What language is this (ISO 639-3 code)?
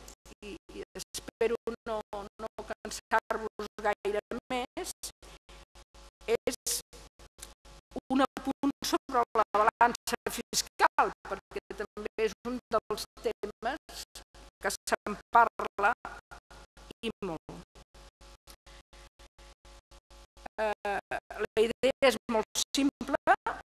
cat